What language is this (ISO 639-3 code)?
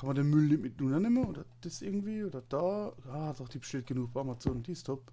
pfl